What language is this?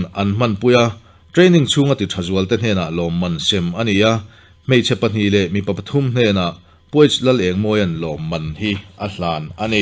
Mizo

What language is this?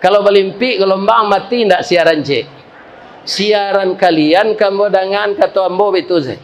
Minangkabau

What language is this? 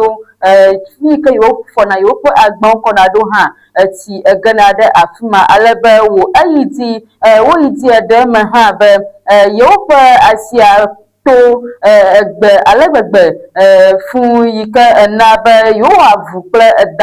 Ewe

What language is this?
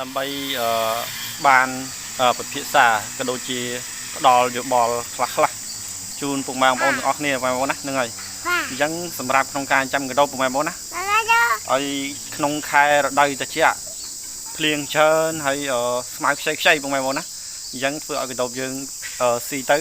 Khmer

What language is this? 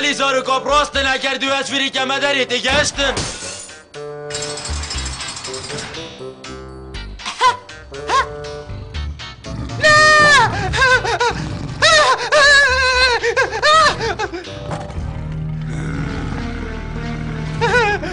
Kurdish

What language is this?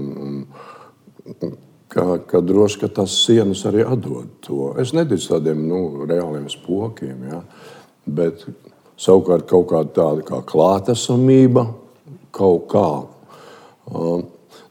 Latvian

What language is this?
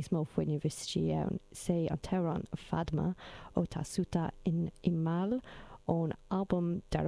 Irish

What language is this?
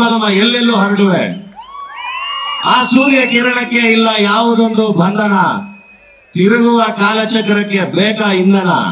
Kannada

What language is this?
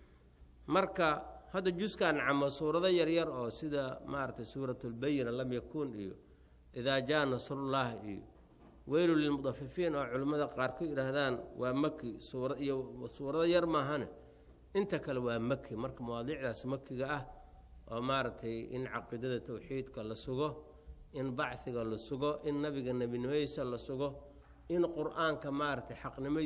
Somali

